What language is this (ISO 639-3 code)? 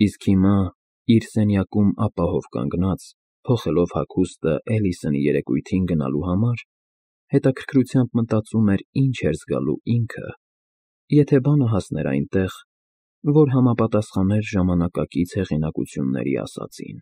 hye